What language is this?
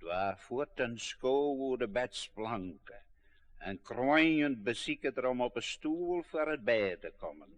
Western Frisian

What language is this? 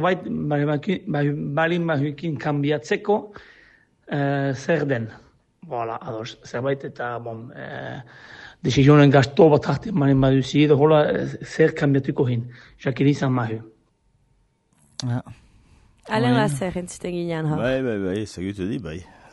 Basque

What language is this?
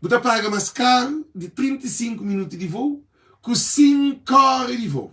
Kabuverdianu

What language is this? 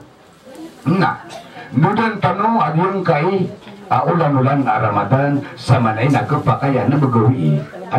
Maranao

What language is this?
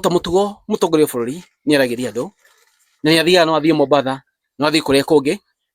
Kikuyu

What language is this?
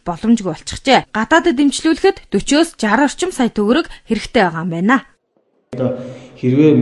Mongolian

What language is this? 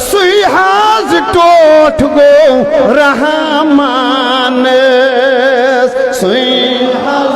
Kashmiri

